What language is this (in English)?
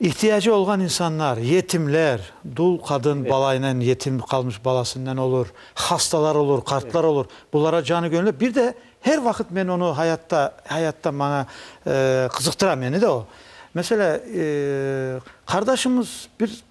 Crimean Tatar